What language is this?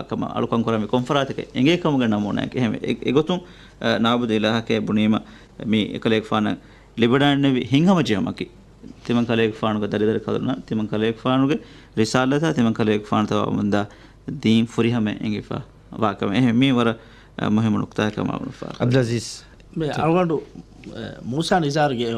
Divehi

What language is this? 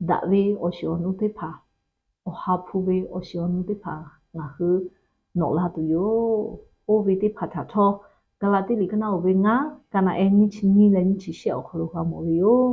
Lahu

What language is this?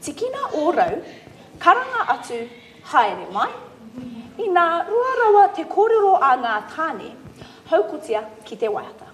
Māori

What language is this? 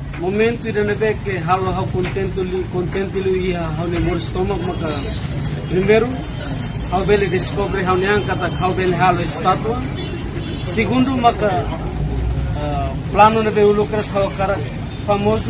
Tetum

